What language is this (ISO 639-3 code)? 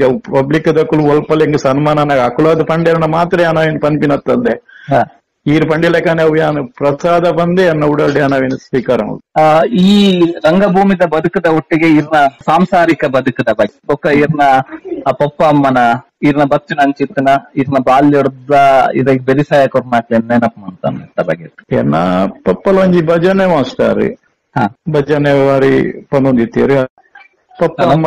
tcy